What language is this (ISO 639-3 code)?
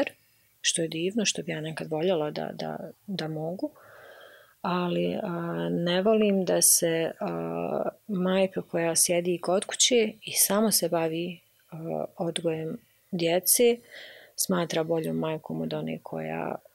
bos